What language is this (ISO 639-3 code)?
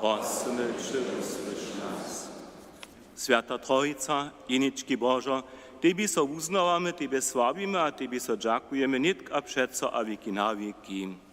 hsb